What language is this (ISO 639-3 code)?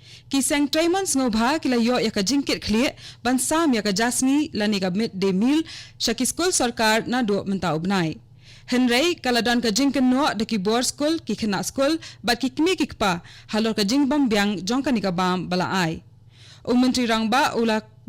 kha